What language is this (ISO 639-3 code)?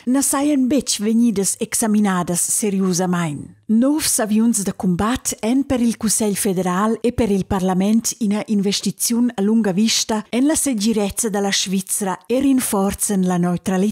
roh